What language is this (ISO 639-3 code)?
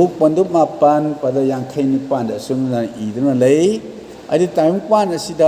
mni